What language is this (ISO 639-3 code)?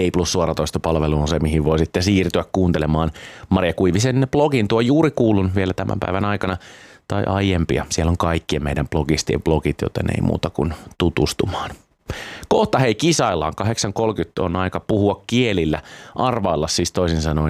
fin